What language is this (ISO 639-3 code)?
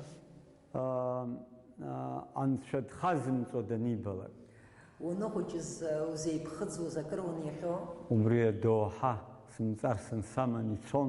abk